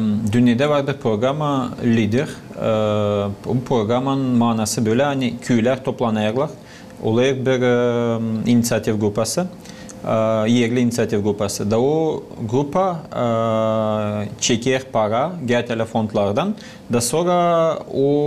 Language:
Gagauz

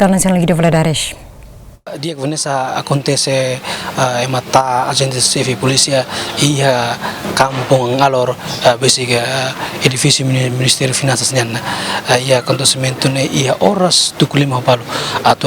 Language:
Tetum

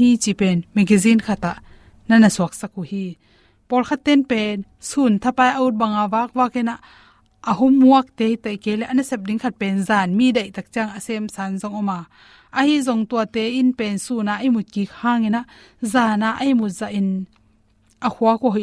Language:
Tedim Chin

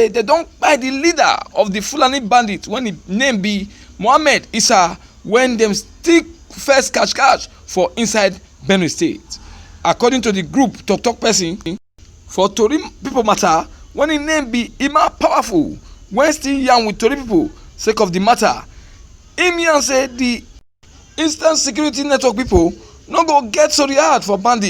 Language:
Nigerian Pidgin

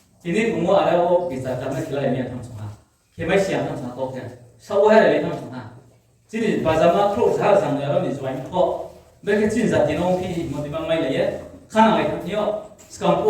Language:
Riang (India)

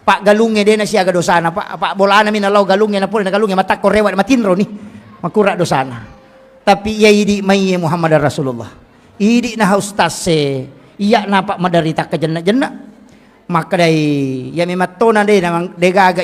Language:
Buginese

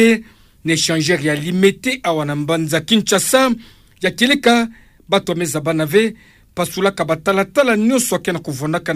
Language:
Kituba (Democratic Republic of Congo)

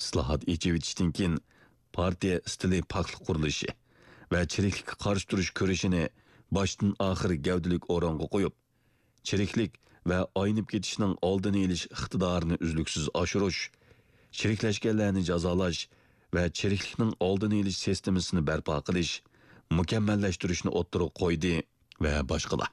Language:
Uyghur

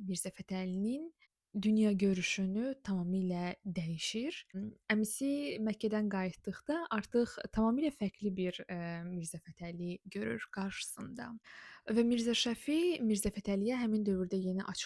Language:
Azerbaijani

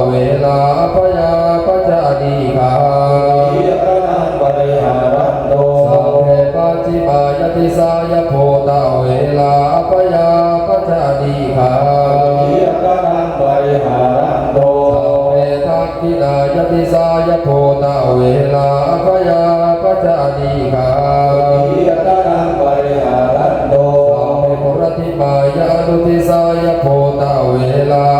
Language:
Pali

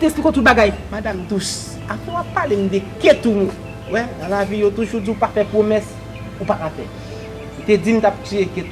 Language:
Haitian Creole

